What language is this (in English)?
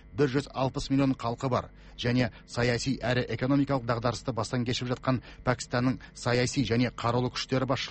Kazakh